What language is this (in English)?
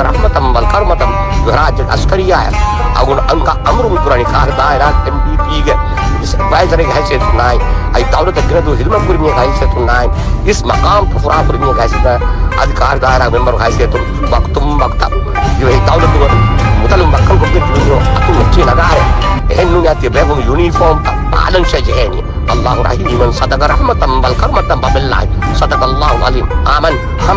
Divehi